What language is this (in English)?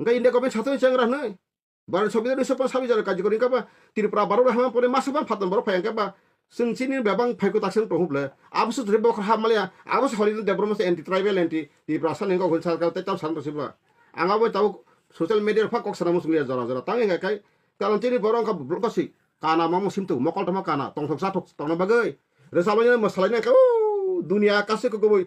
Kok Borok